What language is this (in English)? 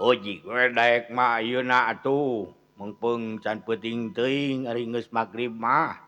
Sundanese